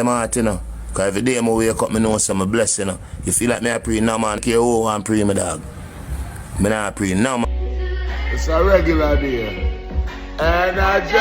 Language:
Jamaican Creole English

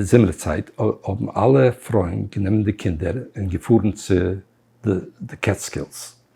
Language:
Yiddish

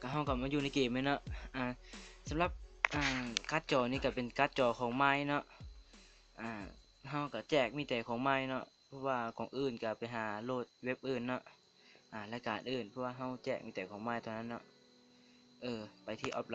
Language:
Lao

